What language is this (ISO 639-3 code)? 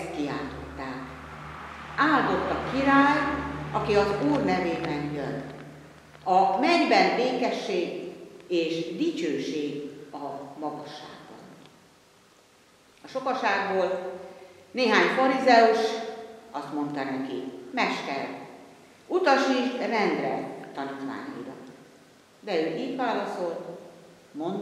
hun